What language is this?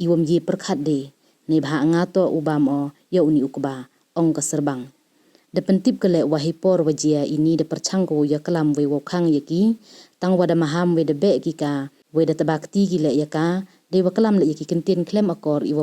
Pnar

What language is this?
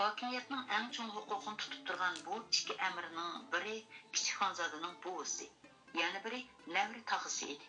Uyghur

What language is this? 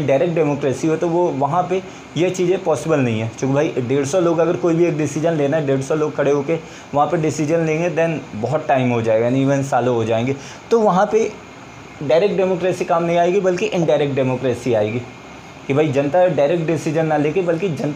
Hindi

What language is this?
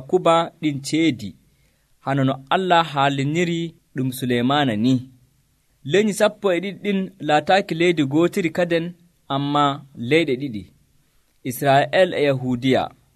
Nigerian Fulfulde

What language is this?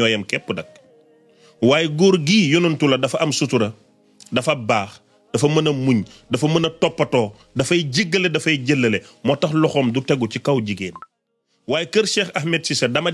Wolof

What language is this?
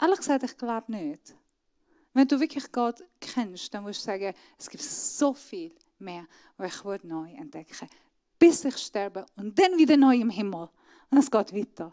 Swiss German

